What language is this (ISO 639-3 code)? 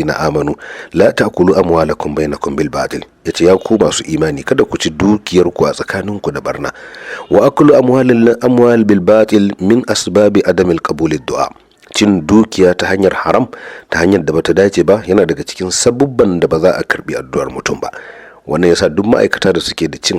hau